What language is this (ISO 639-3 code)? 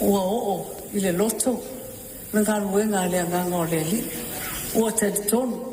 smo